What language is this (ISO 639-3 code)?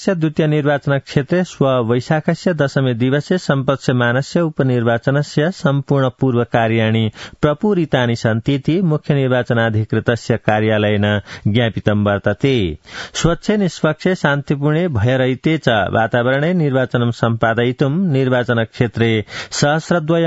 san